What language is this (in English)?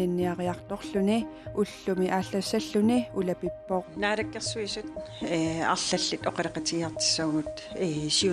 Kalaallisut